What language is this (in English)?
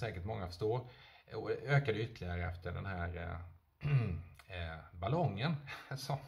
Swedish